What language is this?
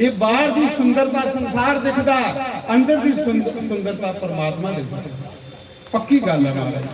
Dogri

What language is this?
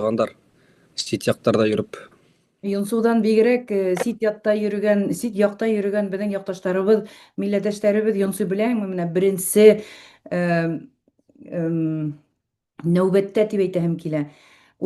Bashkir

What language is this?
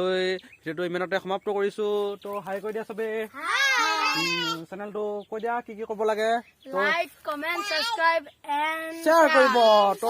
Assamese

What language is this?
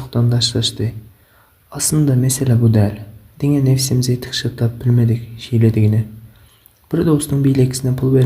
Turkmen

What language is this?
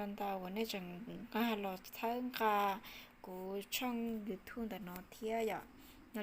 Hmong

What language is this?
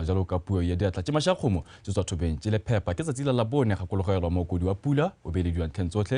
Tswana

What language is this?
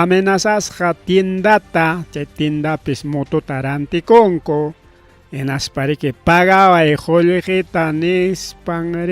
Ayacucho Quechua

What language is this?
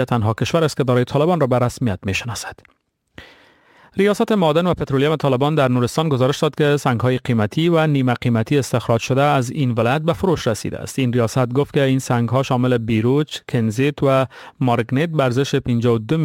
Persian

